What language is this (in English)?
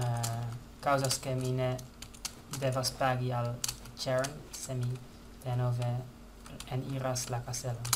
Esperanto